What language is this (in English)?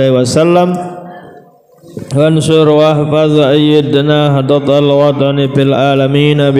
Sasak